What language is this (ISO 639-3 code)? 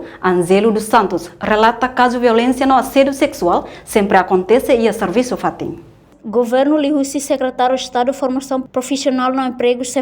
tet